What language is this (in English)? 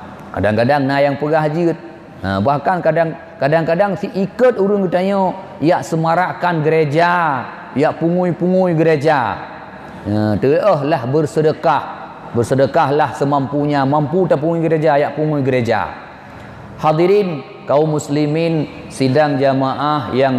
Achinese